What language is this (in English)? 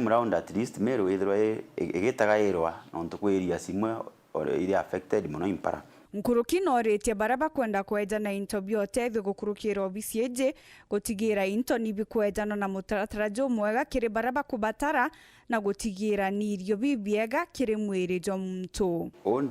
Meru